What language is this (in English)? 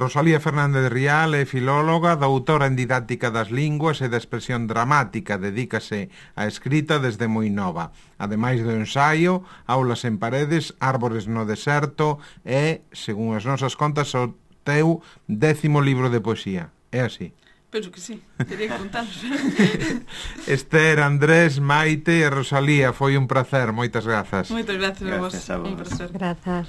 Galician